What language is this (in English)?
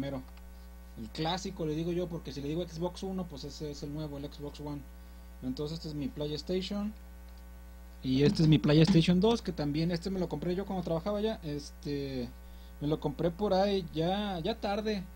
Spanish